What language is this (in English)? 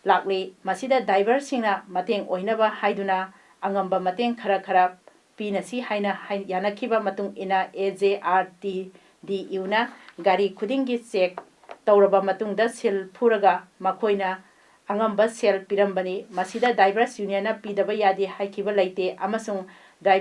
Manipuri